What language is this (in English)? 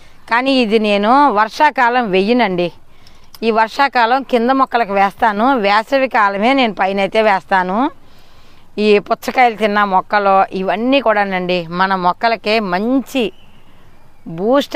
Telugu